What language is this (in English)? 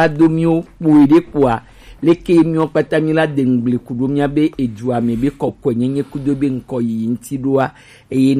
Gen